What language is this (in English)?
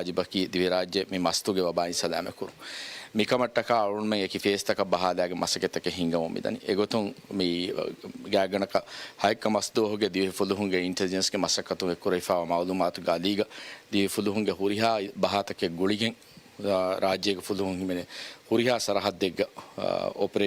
Divehi